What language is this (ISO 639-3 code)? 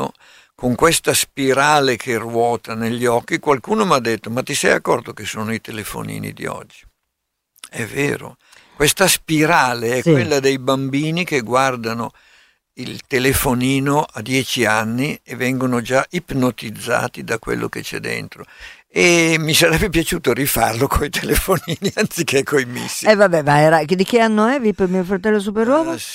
ita